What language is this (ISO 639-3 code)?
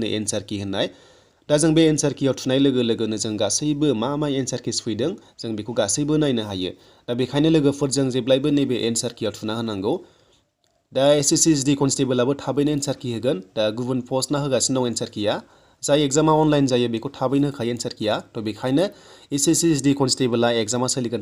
brx